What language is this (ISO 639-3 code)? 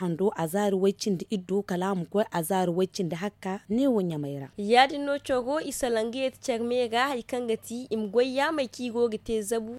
dje